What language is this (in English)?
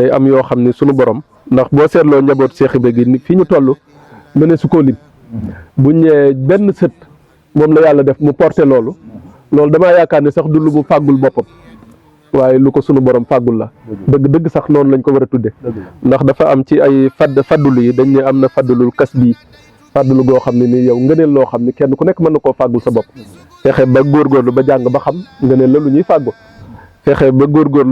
Wolof